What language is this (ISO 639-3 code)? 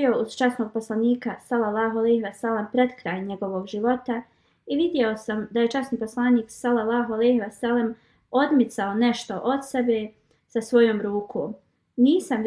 bos